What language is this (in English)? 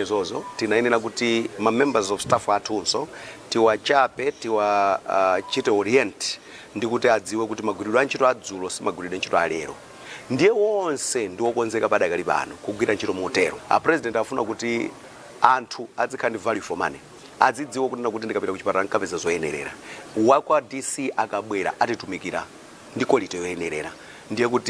Nyanja